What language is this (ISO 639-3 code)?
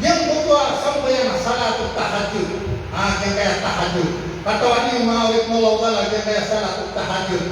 mrw